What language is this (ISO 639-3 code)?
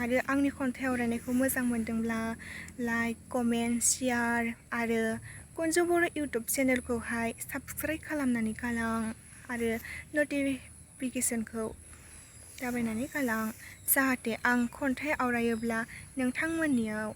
brx